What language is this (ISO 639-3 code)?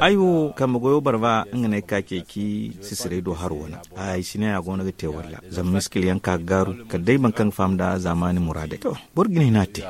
dje